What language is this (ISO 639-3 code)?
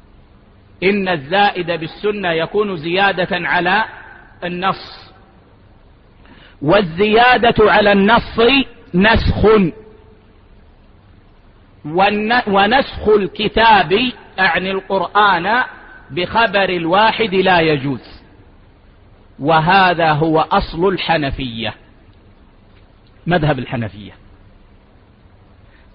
ara